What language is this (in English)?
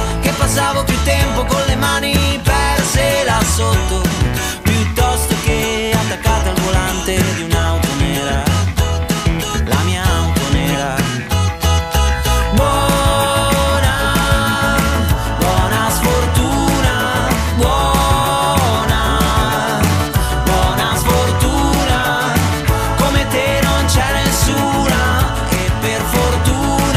Italian